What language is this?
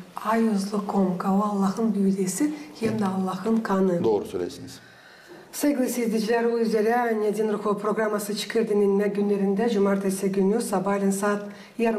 Gagauz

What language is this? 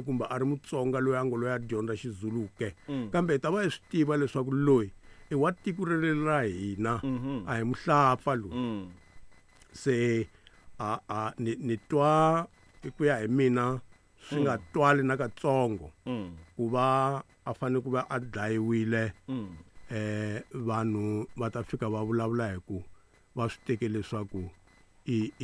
Tsonga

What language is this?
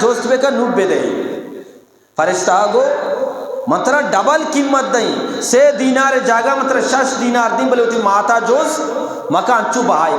Eastern Balochi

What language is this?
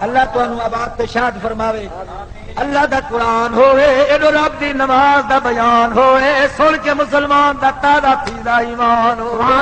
Saraiki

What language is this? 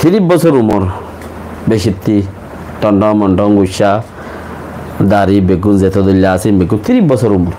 Rohingya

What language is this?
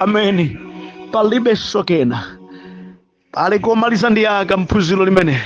Nyanja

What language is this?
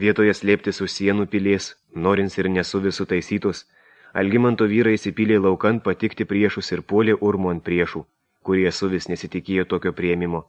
Lithuanian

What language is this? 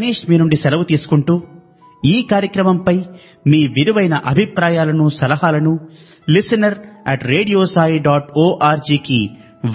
Telugu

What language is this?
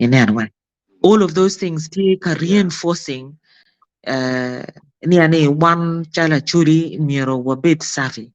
Acoli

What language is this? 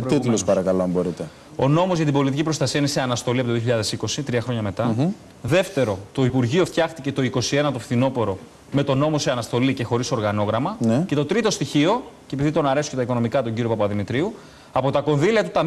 Greek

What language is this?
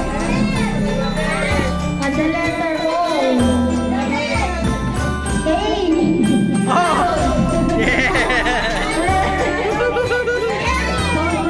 Filipino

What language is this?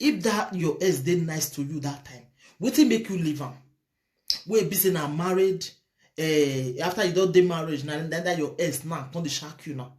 Nigerian Pidgin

